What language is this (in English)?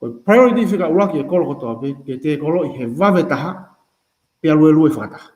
Tongan